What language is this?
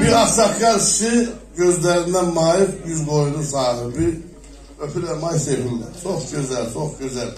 South Azerbaijani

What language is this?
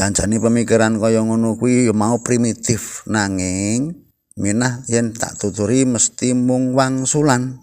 Javanese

